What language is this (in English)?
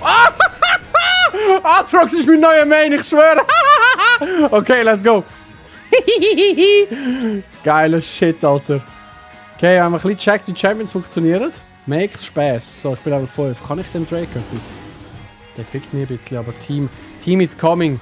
Swiss German